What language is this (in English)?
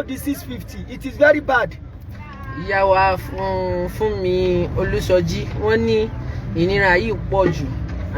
Yoruba